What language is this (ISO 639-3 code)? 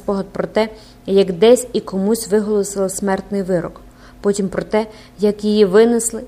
ukr